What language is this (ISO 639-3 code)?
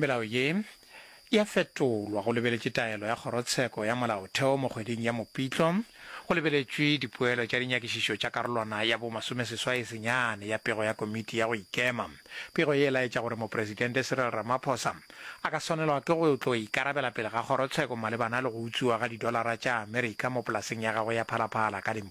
nso